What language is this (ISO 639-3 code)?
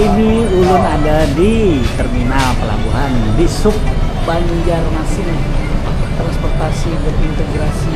bjn